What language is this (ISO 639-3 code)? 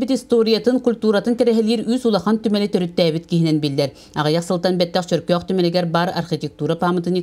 sah